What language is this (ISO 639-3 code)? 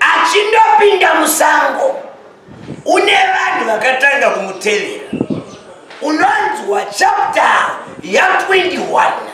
sna